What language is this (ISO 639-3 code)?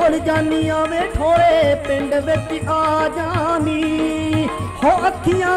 pan